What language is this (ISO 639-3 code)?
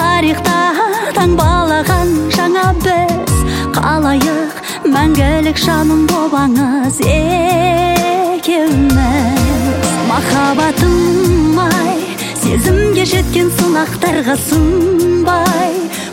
kaz